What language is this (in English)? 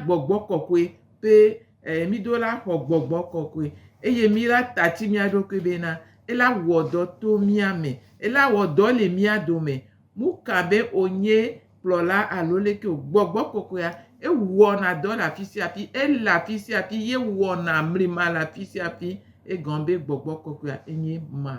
Gen